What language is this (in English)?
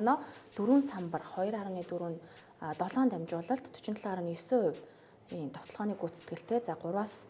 Mongolian